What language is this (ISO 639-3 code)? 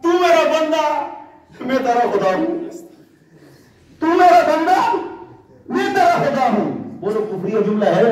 urd